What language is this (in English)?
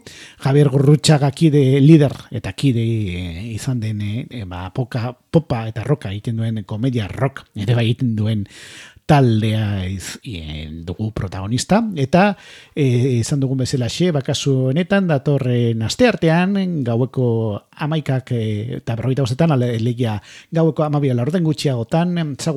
Basque